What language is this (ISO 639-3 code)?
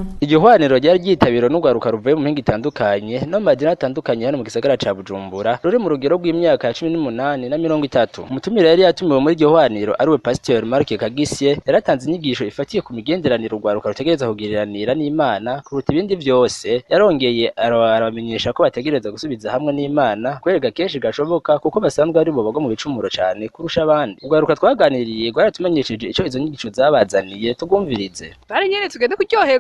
run